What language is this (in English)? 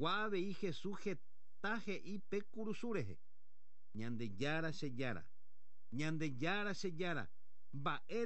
Guarani